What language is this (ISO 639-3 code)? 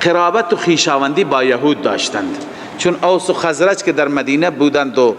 fas